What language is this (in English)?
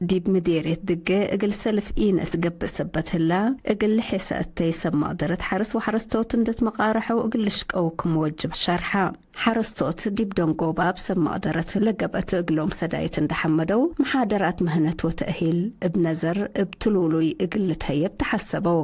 Tigre